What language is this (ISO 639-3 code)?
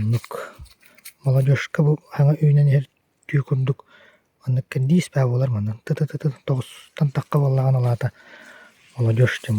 sah